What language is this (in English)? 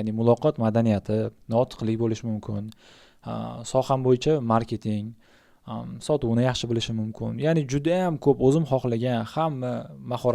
Uzbek